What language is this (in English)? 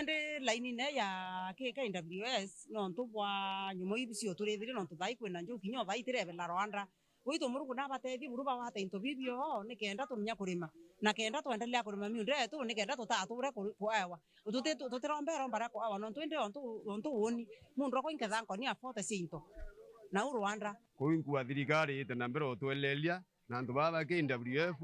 Meru